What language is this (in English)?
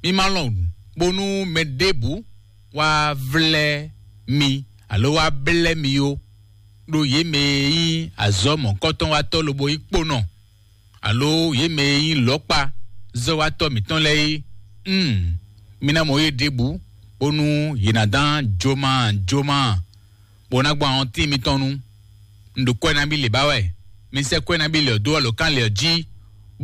Fon